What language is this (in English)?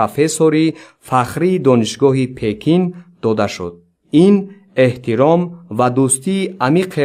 Tajik